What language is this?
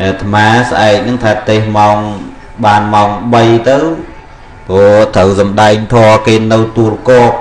Khmer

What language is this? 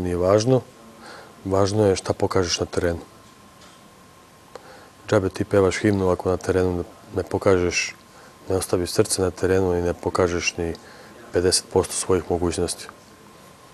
Serbian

